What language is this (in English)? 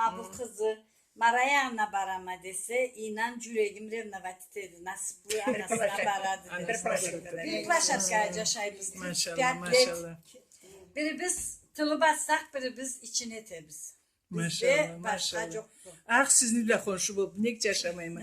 Karachay-Balkar